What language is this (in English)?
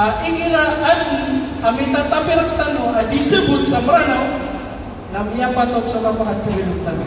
Maranao